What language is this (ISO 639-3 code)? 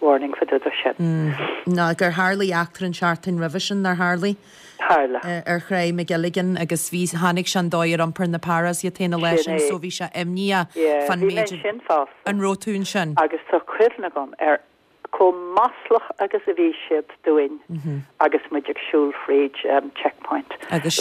gle